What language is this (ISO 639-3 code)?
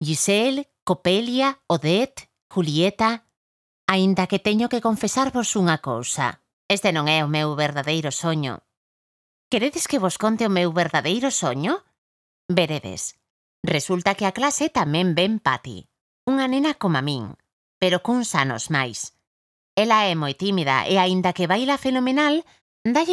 glg